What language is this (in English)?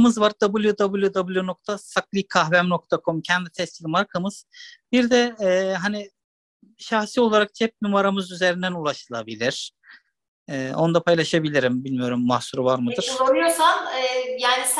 Turkish